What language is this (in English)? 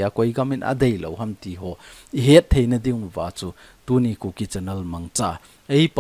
Thado Chin